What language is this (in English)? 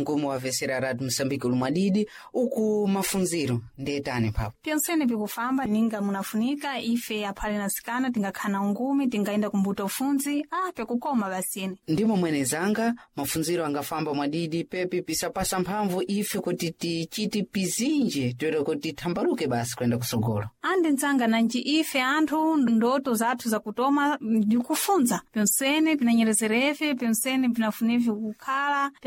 Sena